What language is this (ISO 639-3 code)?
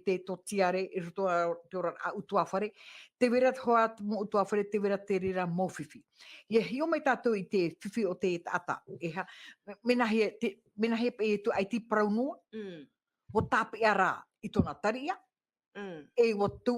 tah